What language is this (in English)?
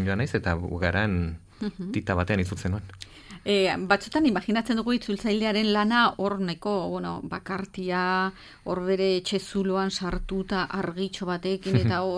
Basque